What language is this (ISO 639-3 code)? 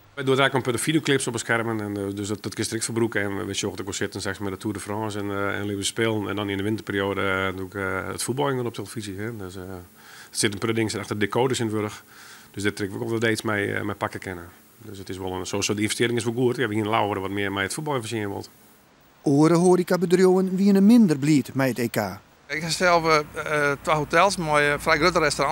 fry